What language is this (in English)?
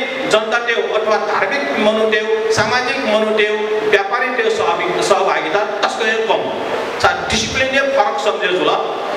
Newari